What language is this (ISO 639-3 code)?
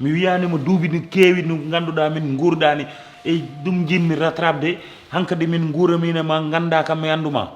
ful